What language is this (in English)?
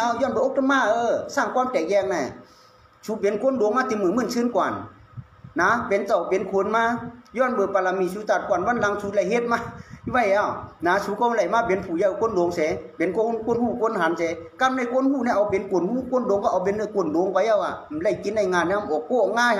Shan